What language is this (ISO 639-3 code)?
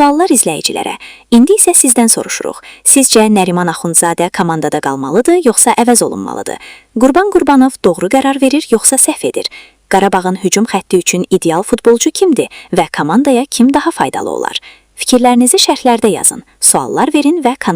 aze